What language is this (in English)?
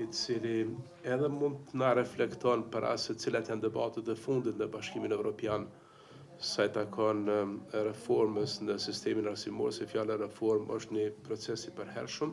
Albanian